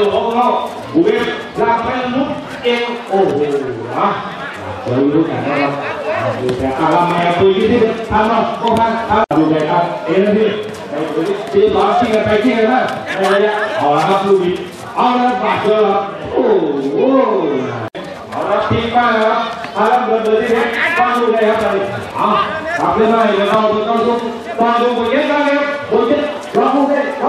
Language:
Thai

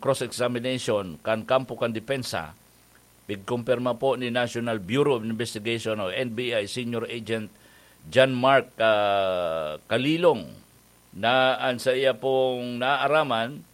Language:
Bikol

